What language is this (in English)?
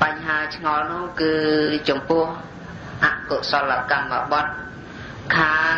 Khmer